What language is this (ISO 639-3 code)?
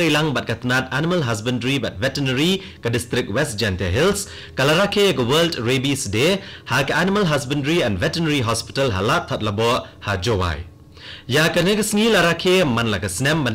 kha